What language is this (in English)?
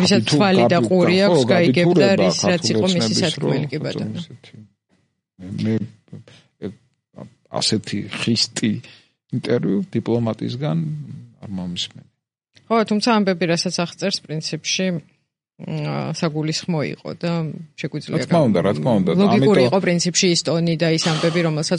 Georgian